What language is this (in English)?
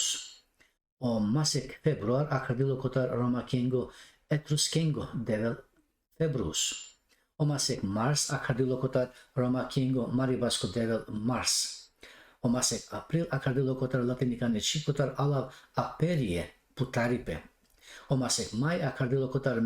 Balkan Romani